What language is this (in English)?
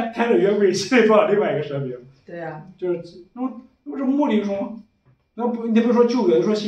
Chinese